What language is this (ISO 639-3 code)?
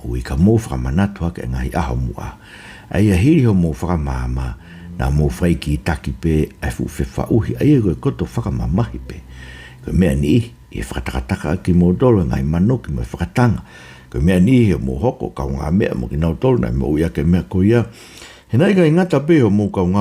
ton